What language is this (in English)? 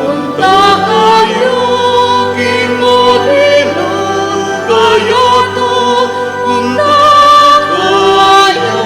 Pampanga